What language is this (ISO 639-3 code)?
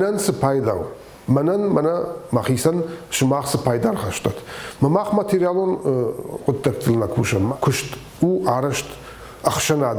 oss